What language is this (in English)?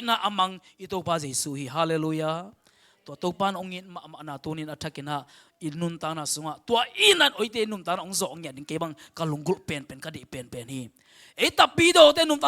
Tedim Chin